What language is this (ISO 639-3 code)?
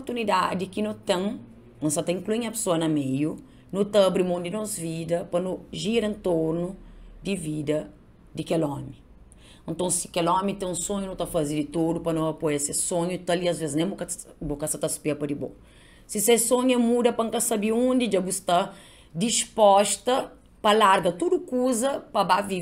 kea